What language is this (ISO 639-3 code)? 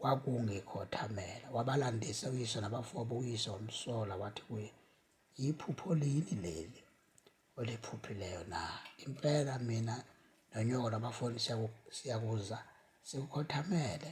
zul